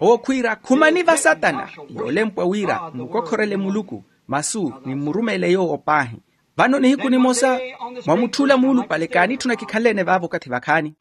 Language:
Makhuwa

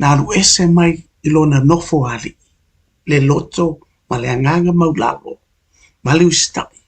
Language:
Samoan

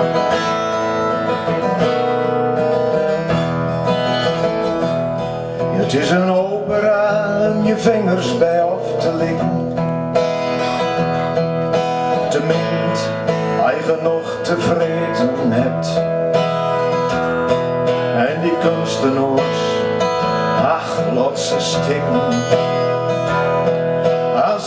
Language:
Dutch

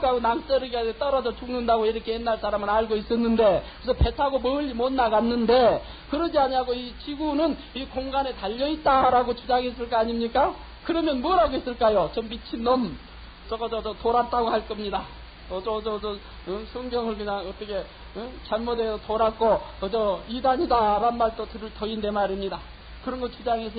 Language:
Korean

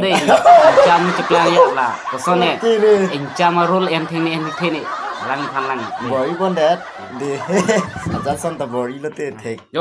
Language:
Karbi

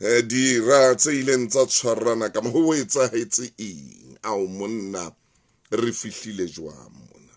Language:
Southern Sotho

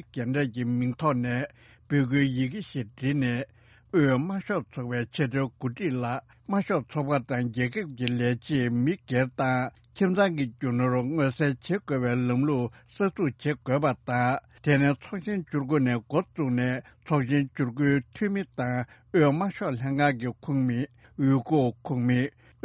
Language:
Tibetan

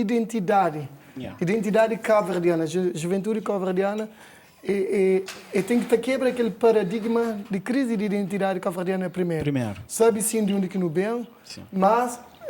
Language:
Kabuverdianu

